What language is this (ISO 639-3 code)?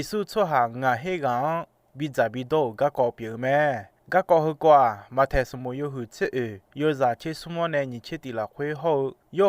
ahk